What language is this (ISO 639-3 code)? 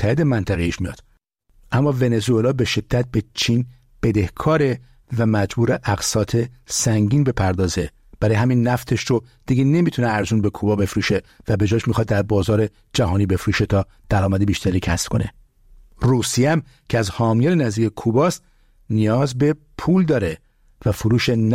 fas